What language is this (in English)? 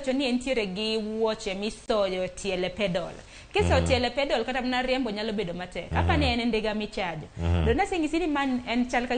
Luo (Kenya and Tanzania)